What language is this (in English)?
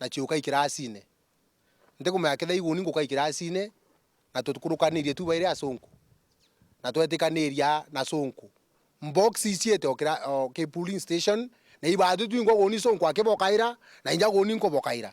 Meru